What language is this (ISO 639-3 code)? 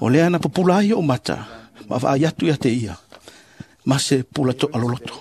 smo